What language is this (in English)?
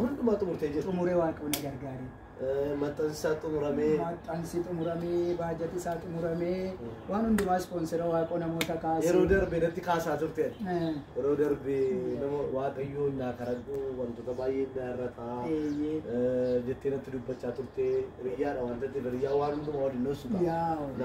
Oromo